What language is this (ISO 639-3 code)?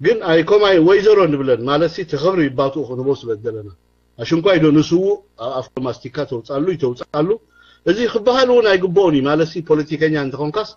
tir